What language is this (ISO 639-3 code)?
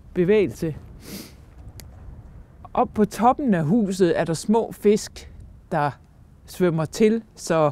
dan